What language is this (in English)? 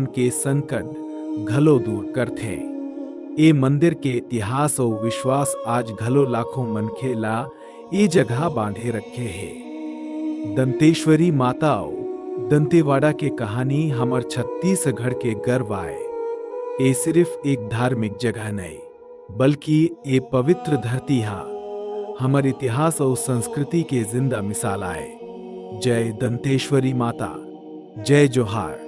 Chhattisgarhi